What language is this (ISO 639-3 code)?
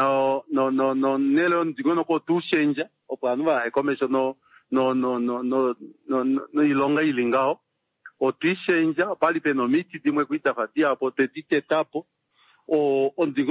kua